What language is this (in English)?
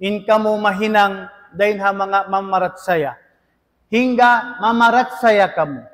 Tausug